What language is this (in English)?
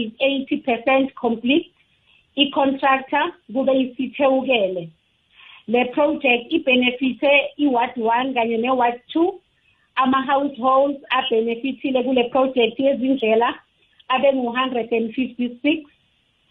South Ndebele